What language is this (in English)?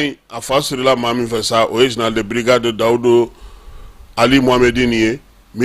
Bambara